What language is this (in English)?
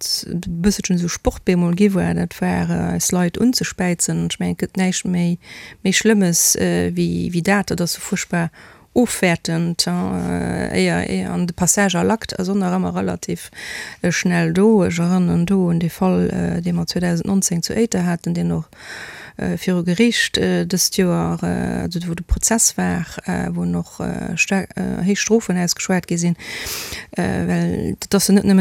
Luxembourgish